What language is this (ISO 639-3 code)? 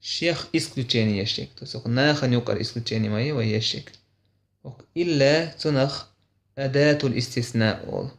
che